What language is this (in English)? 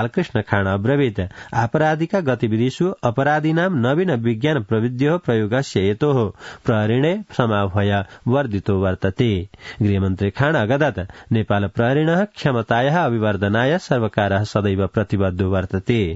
Sanskrit